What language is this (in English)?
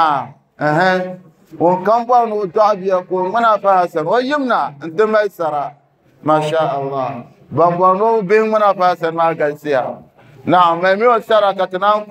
Dagbani